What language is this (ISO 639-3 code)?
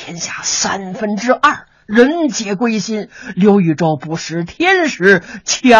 zho